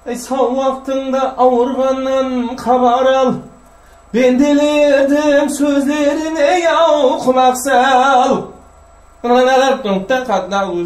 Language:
Kara-Kalpak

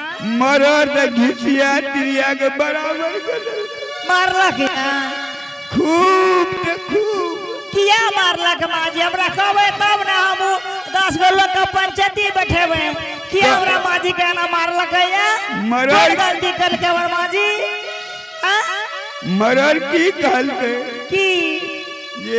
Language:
Angika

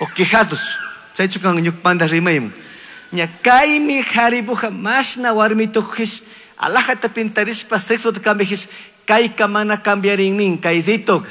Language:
Chimborazo Highland Quichua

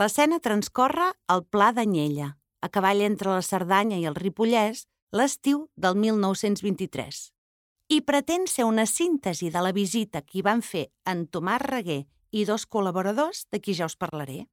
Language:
Catalan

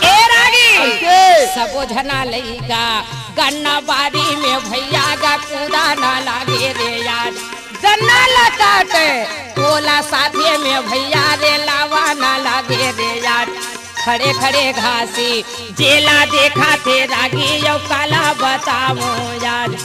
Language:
Chhattisgarhi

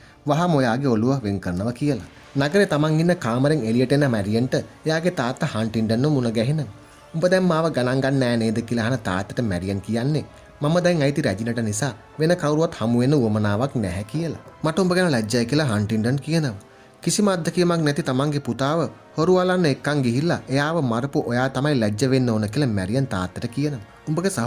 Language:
Sinhala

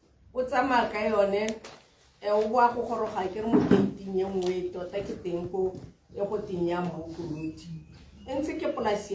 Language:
Tswana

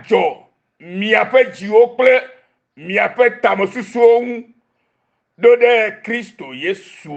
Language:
Ewe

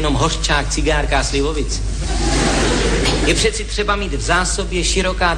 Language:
Czech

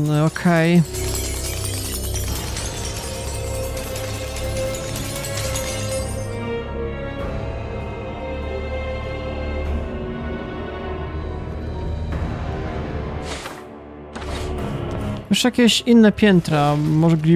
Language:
Polish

